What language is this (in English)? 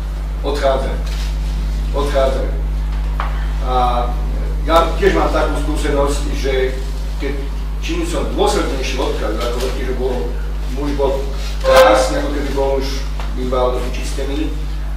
Slovak